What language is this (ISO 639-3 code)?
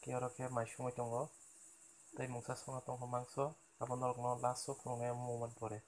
trp